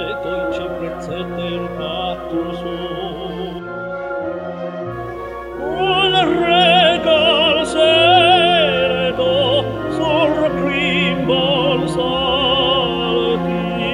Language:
Italian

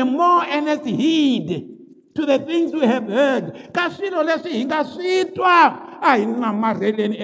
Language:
Tsonga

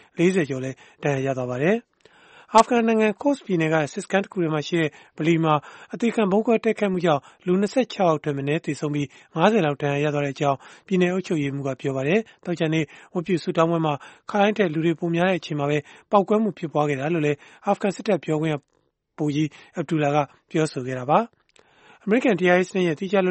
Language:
Burmese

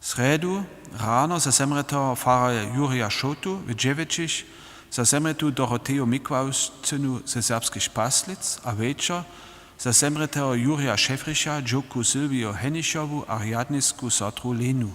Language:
Upper Sorbian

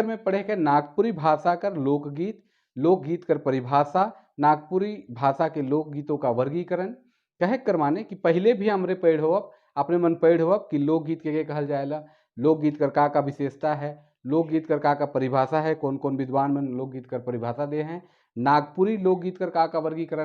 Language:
Sadri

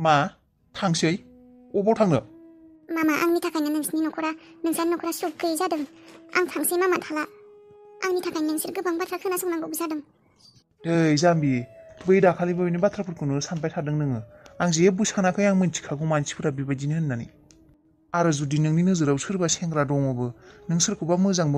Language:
Bodo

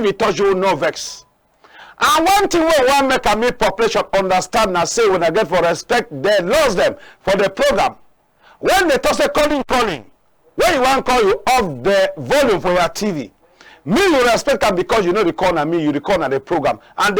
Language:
Cameroon Pidgin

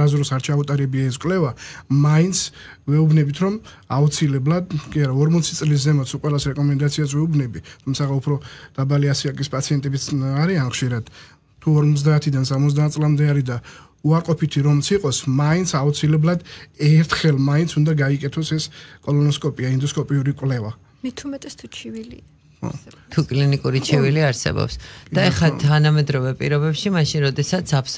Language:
Georgian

